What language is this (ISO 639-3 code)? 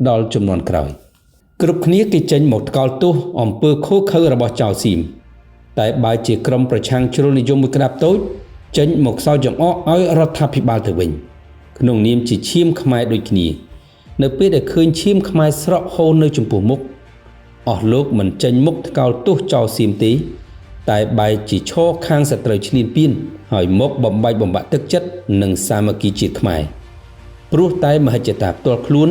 khm